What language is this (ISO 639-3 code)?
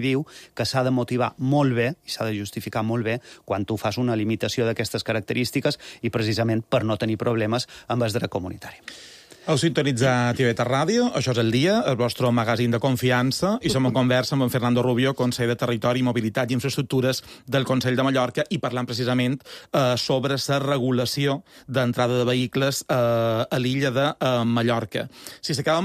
cat